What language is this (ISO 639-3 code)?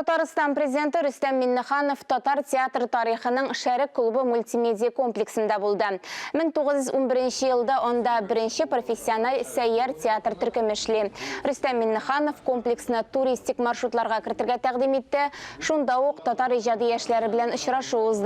tat